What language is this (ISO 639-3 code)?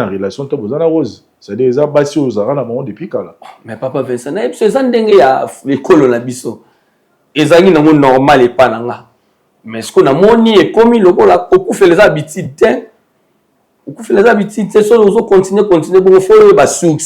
lin